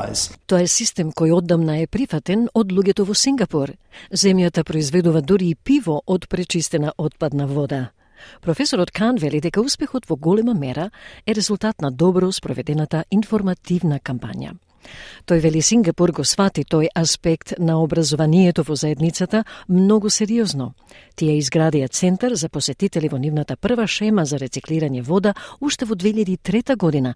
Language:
Macedonian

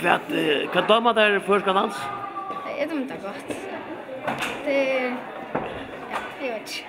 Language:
Faroese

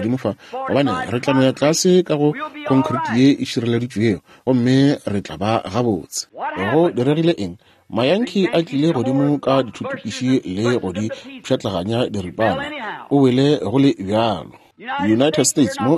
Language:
Northern Sotho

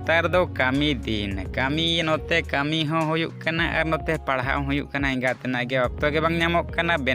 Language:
Santali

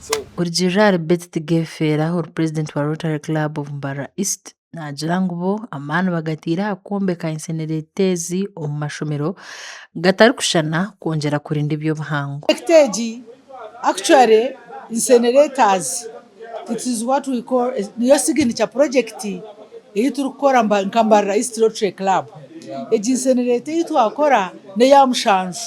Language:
Nyankole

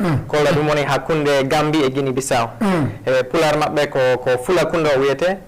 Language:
Fula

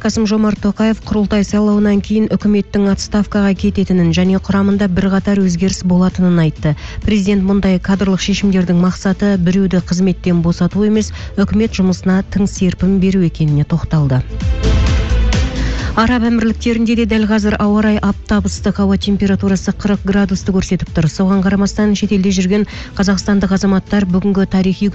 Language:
Kazakh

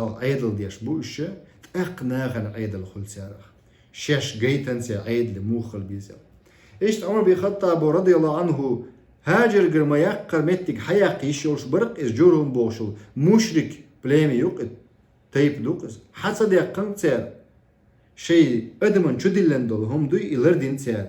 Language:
Chechen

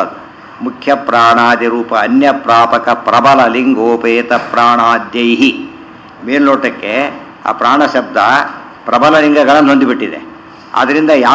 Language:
Kannada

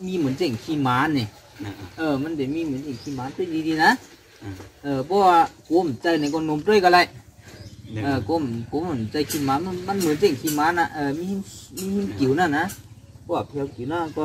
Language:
Shan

